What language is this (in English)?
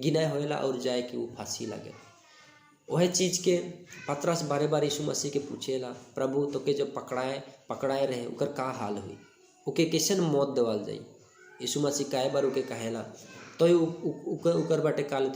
Sadri